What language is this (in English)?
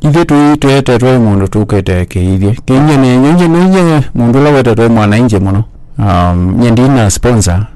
Kamba